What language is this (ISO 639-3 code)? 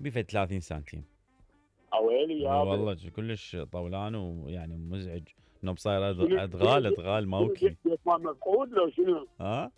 acm